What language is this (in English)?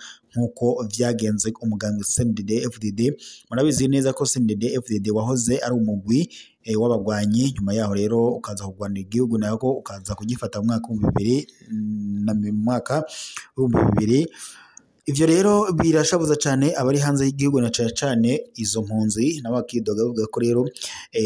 Rundi